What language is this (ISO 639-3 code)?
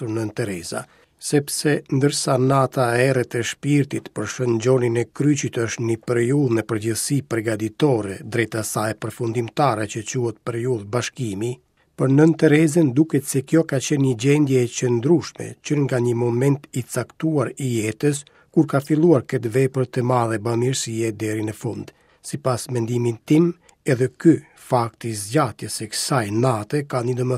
sqi